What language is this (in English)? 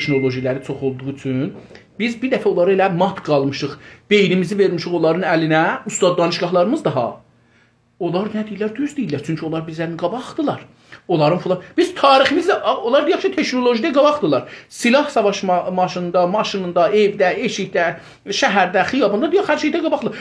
South Azerbaijani